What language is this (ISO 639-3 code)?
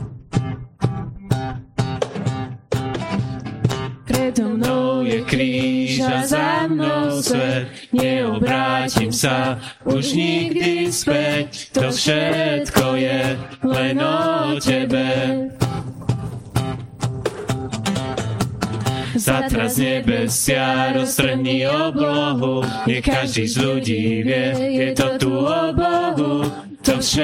slk